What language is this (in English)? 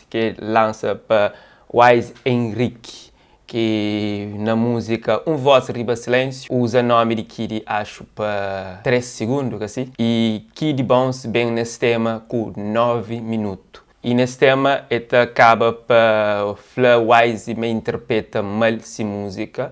Kabuverdianu